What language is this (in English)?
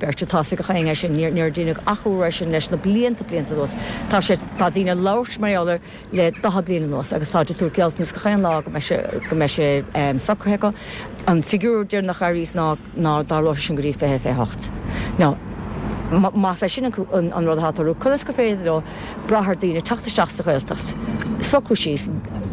Irish